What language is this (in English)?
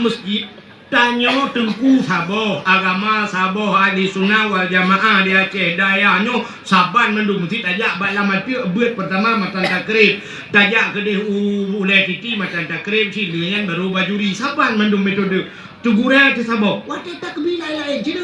Achinese